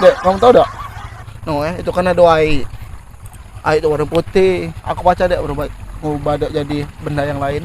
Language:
Musi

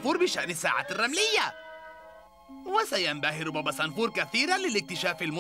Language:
Arabic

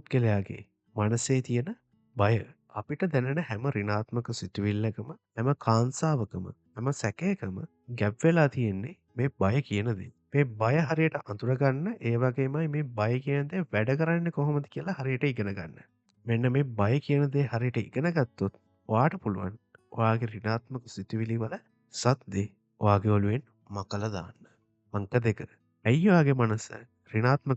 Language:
Sinhala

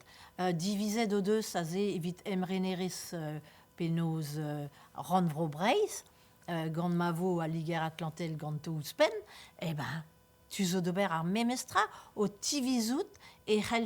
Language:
Breton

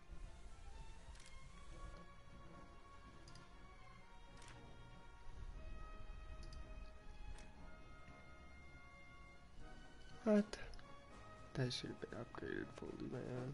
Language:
English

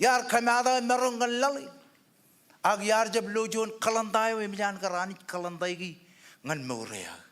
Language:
Marshallese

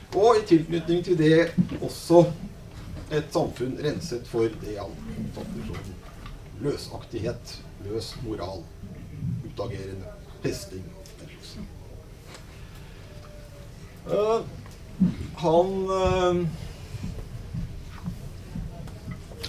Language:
Norwegian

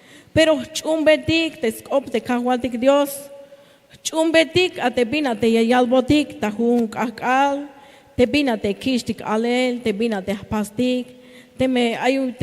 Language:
Tzeltal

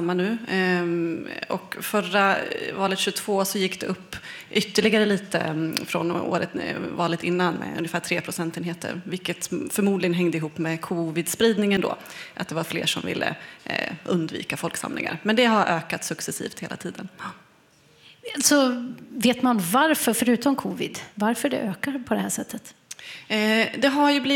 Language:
Swedish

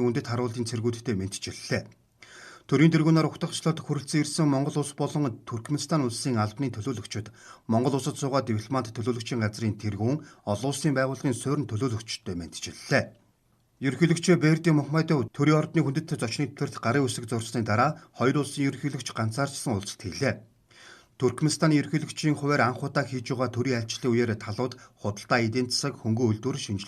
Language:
Mongolian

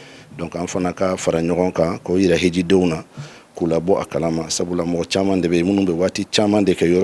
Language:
Bambara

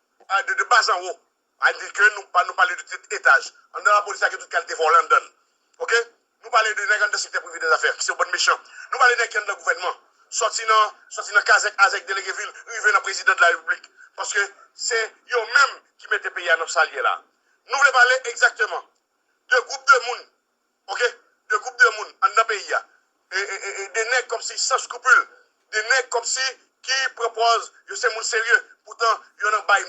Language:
Haitian Creole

